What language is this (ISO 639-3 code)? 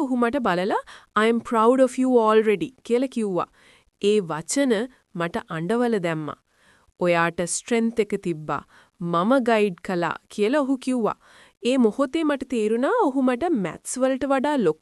sin